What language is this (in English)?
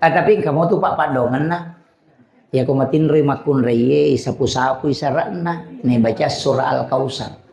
Buginese